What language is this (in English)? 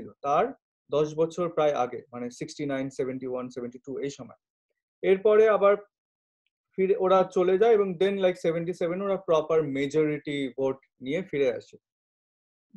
Bangla